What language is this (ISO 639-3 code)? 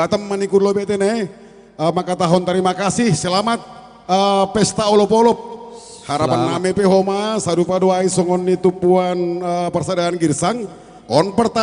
bts